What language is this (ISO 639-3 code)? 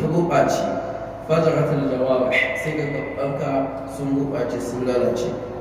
hau